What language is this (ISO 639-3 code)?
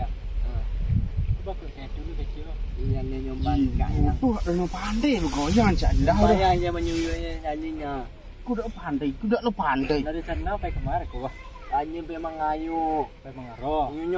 min